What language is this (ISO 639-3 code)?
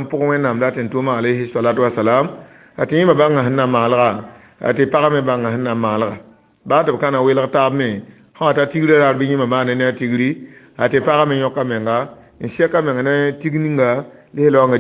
mos